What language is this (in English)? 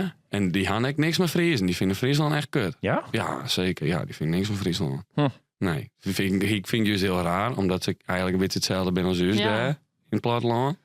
Western Frisian